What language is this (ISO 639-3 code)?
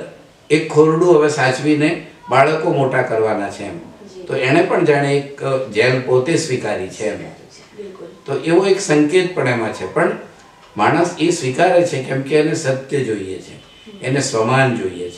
guj